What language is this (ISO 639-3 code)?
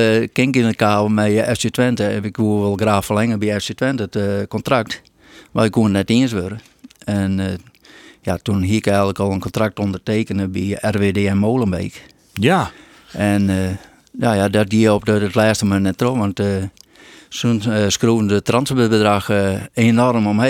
fry